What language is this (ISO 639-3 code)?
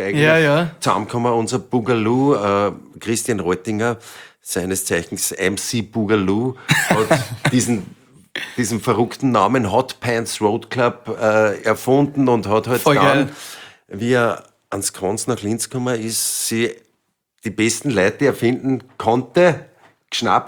deu